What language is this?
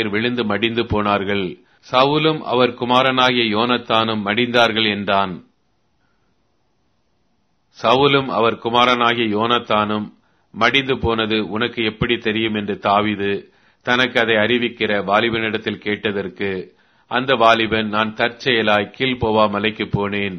Tamil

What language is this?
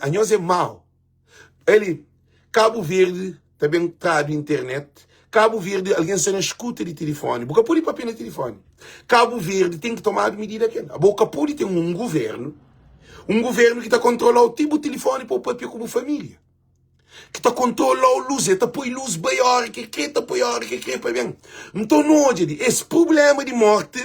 Kabuverdianu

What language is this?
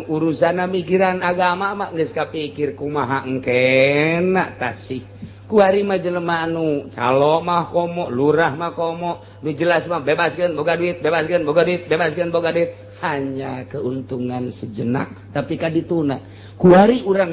Sundanese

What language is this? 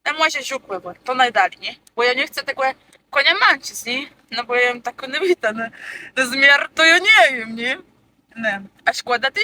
Kashubian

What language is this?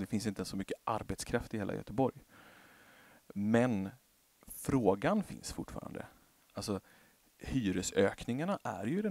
Swedish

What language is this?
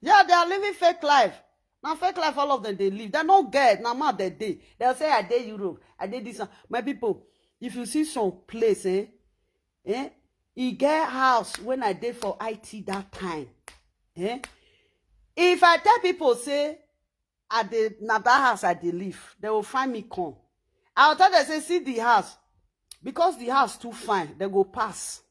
Nigerian Pidgin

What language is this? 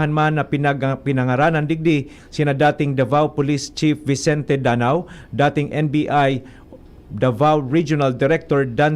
Bikol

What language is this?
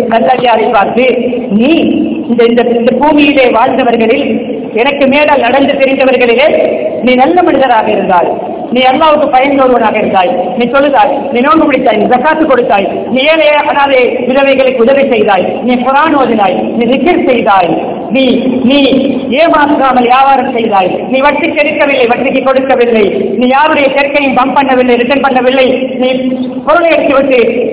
Tamil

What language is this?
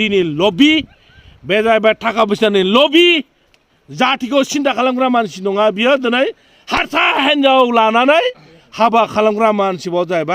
Bodo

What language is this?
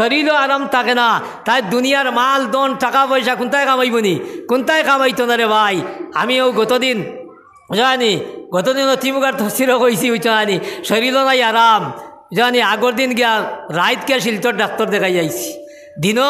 Sylheti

